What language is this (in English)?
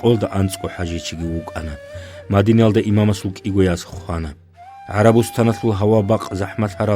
Avaric